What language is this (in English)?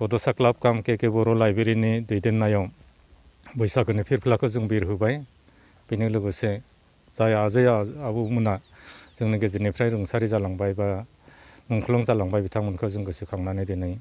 Bodo